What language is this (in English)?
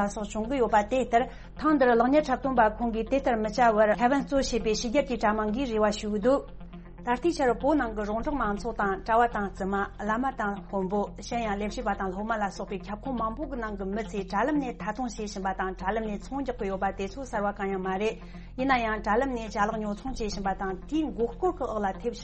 Tibetan